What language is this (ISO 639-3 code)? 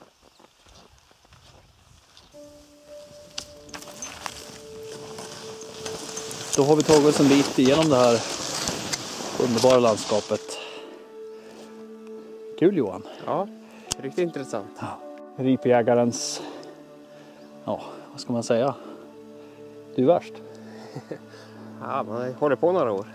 swe